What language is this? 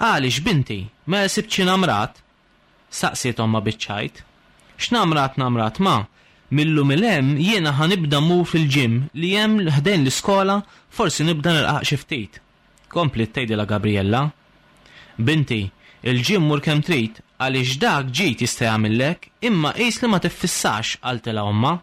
Maltese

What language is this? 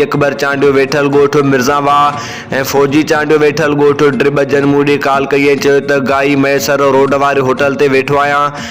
Sindhi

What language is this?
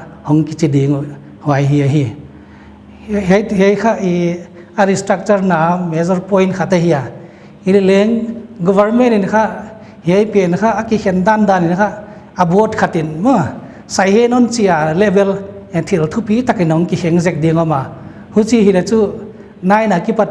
Paite Chin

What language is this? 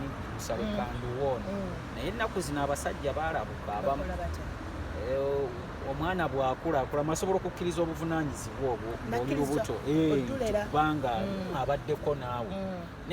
Ganda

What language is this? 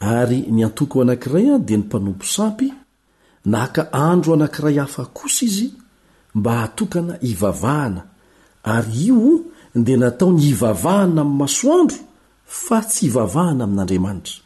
Malagasy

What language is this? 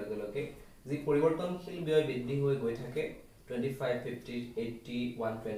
Assamese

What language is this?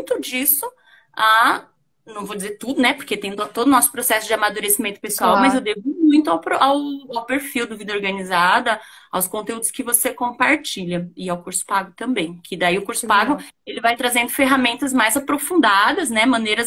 Portuguese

